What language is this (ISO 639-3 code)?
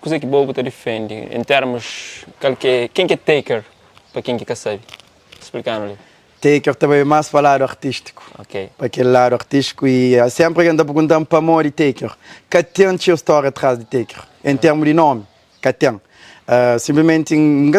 kea